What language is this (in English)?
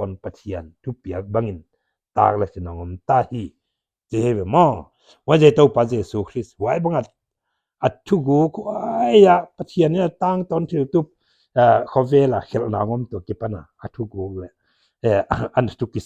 Paite Chin